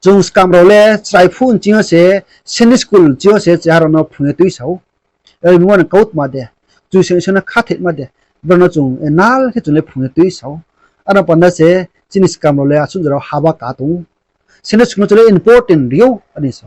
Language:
Riang (India)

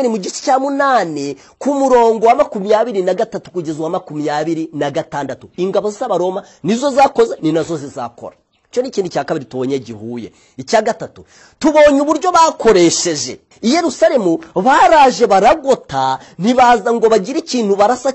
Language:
Kinyarwanda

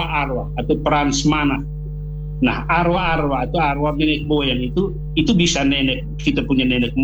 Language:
Indonesian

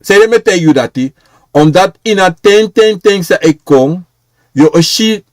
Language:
Sranan Tongo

